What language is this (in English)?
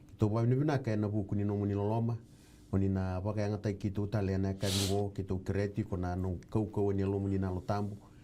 Fijian